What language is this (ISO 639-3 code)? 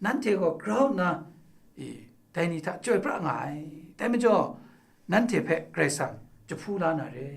kac